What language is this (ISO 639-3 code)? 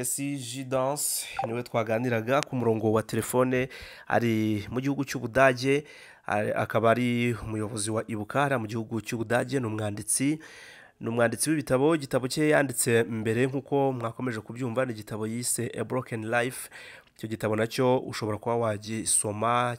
kin